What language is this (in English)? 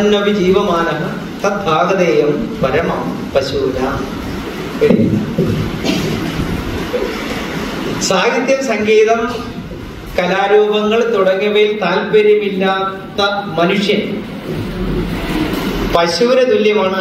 Malayalam